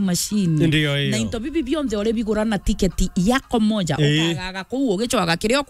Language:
Meru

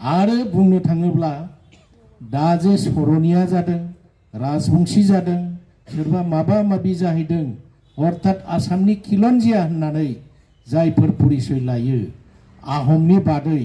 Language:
Bodo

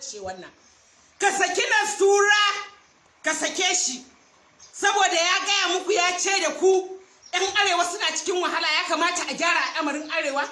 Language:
Hausa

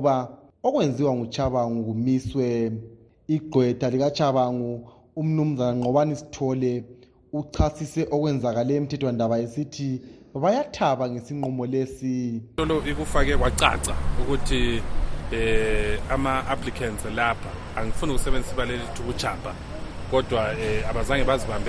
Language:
North Ndebele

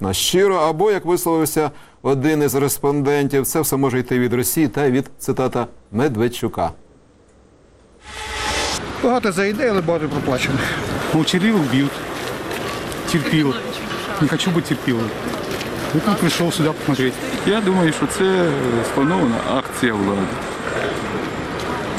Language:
Ukrainian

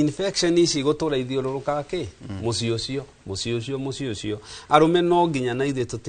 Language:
Kikuyu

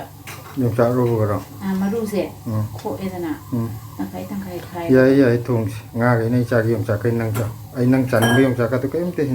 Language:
Manipuri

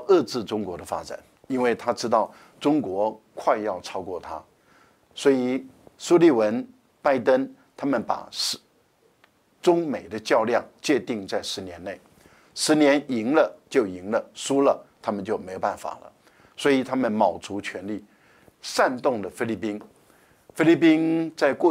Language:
Chinese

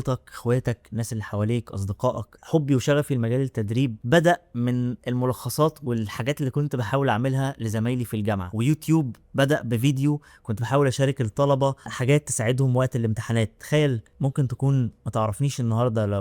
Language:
Egyptian Arabic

